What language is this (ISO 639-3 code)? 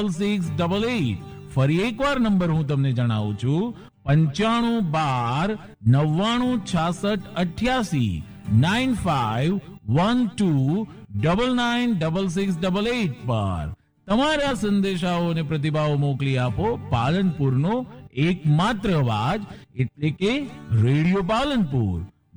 guj